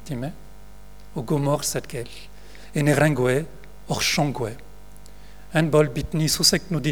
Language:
Breton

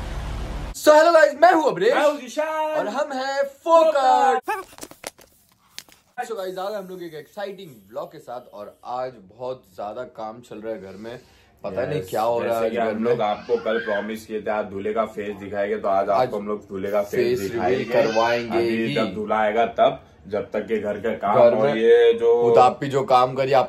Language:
Hindi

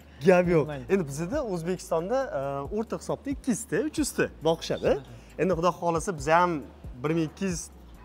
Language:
Uzbek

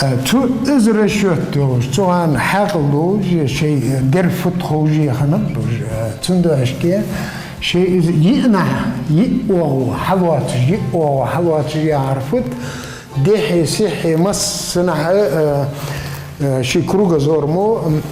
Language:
Ingush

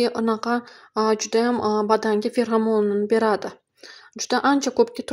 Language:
Uzbek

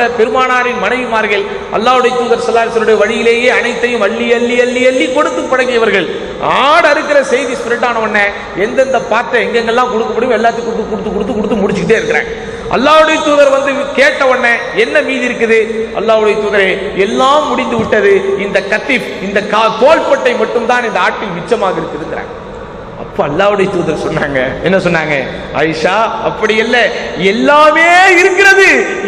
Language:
Tamil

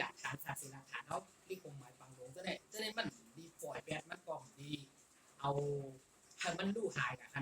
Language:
Shan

